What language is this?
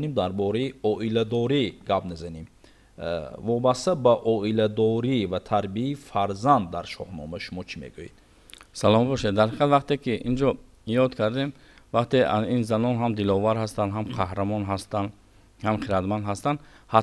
Tajik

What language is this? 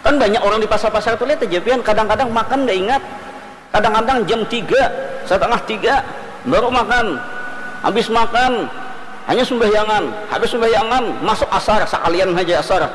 Banjar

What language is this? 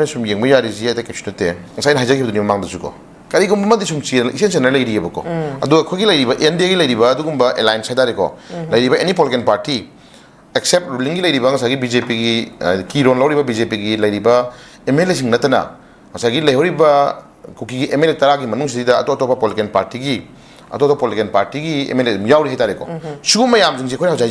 Manipuri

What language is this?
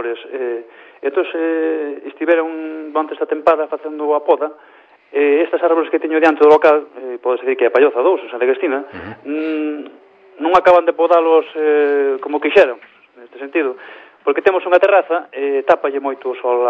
Galician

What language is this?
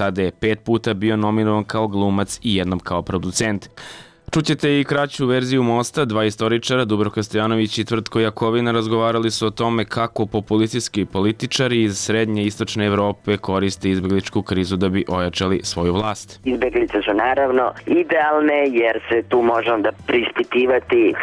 Serbian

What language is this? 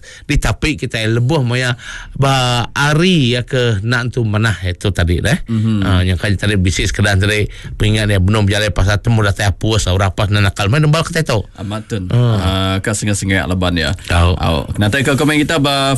Iban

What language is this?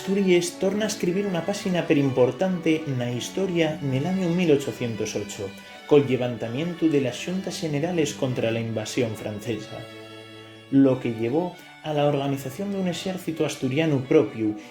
Asturian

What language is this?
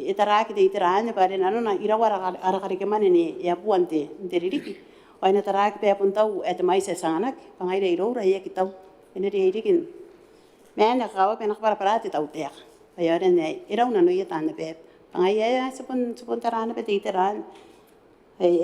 Gilbertese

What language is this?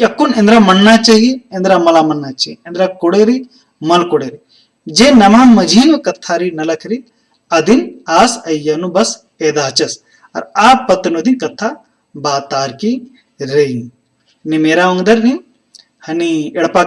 Kurukh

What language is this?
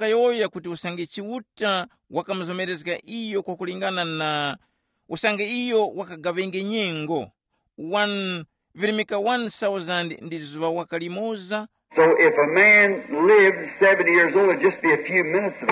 Tumbuka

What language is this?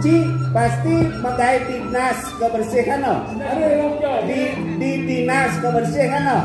Balinese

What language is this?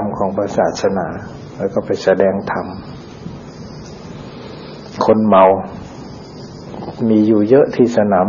Thai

